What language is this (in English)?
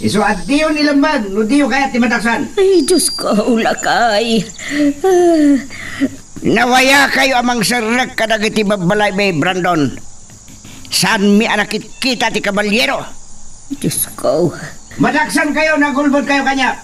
Iloko